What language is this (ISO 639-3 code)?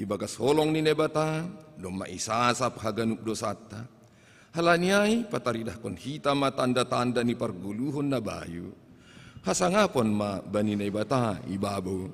bts